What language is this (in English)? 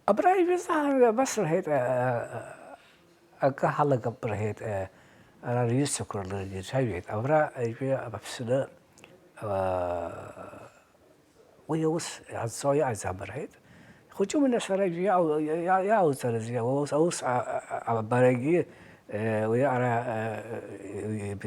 Abkhazian